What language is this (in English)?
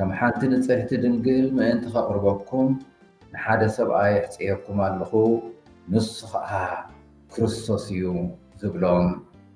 Tigrinya